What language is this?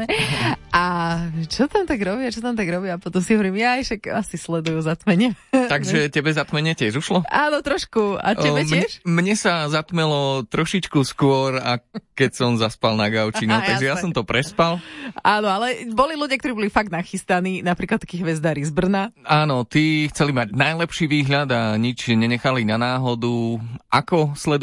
Slovak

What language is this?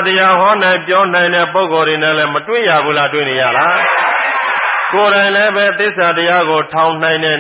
Burmese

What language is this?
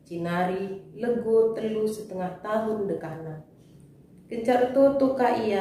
Batak Karo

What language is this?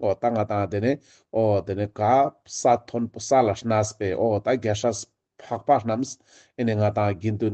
Ladakhi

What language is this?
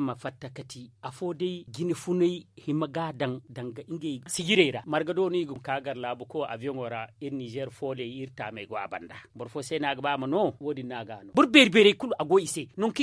Zarma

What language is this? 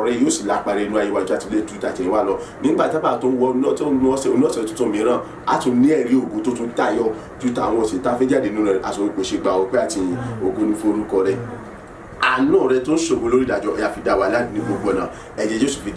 Yoruba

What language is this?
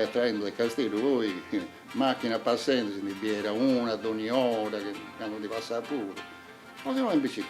Sardinian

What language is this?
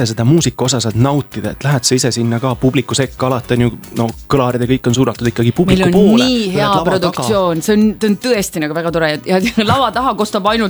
Estonian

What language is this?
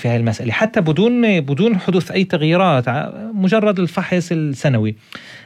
North Levantine Arabic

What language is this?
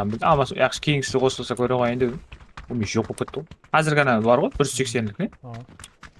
Kara-Kalpak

